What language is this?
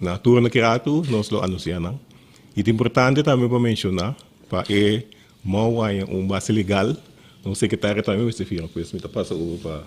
Papiamento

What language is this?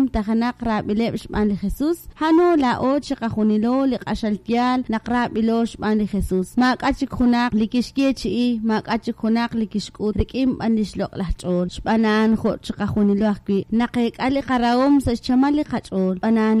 Kekchí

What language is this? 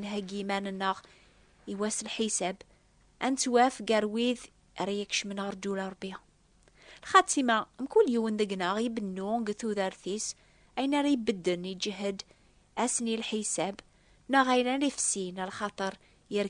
Kabyle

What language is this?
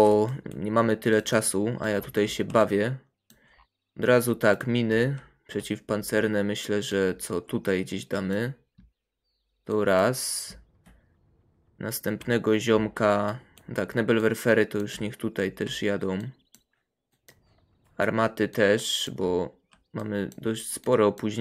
Polish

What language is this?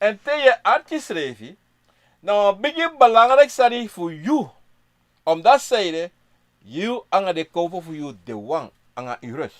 Sranan Tongo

